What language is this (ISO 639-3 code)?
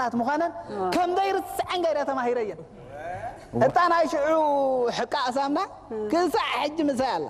tir